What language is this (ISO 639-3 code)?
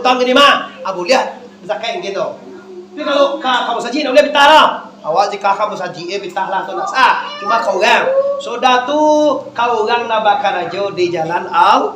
min